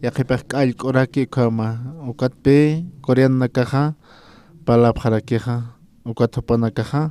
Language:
Aymara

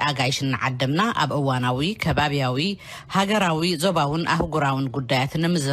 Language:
Tigrinya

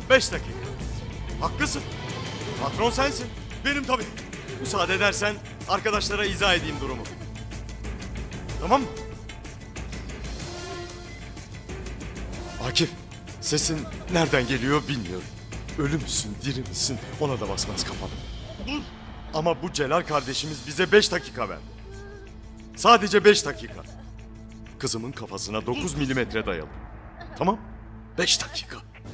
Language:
Turkish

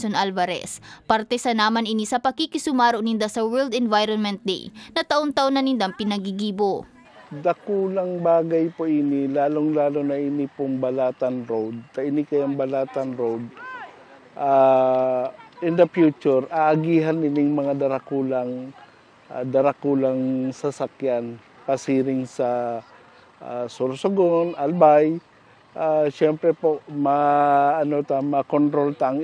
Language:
Bikol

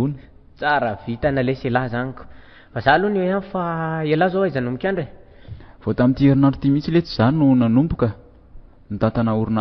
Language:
Malagasy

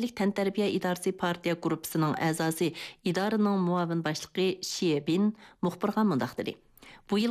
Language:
Uyghur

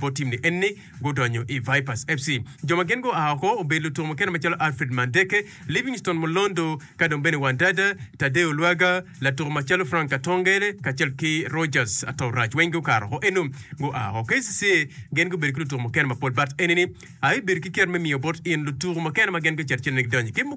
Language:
Acoli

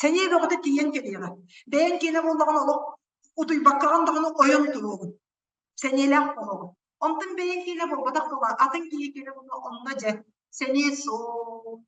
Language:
Yakut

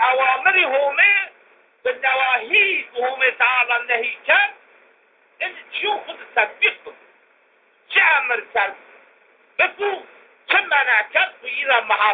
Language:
Zaza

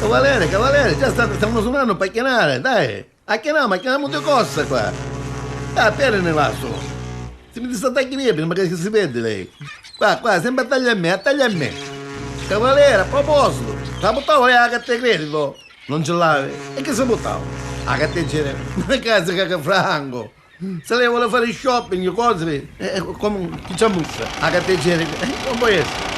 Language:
Neapolitan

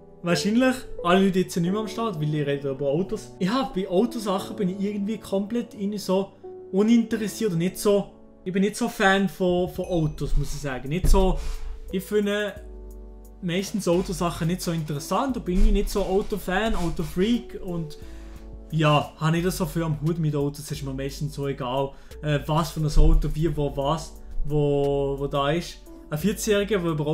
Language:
Swiss German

